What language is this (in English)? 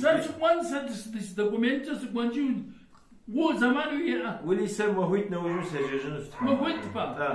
Kabardian